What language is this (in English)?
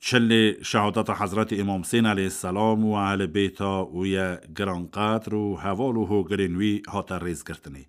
Kurdish